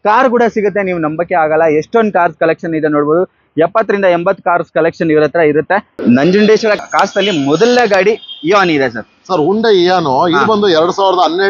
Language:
Kannada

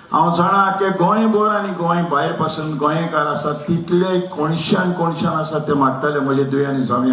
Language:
Konkani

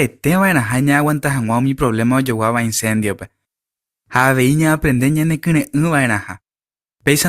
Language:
Guarani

